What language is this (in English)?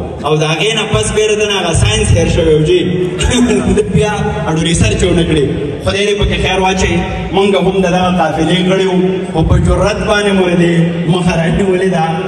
Pashto